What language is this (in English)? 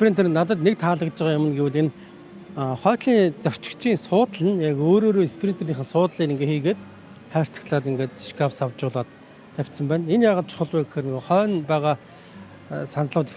Mongolian